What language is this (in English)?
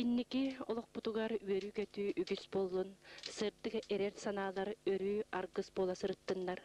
Yakut